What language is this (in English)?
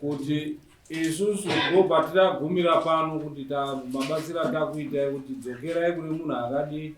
Shona